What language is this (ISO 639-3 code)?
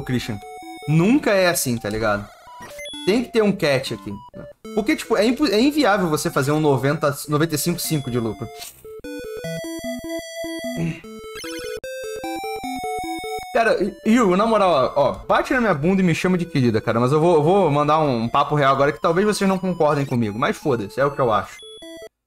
por